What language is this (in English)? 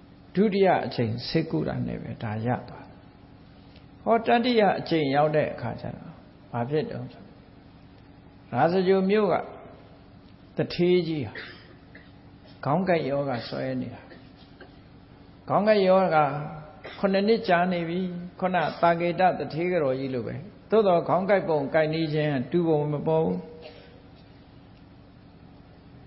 Burmese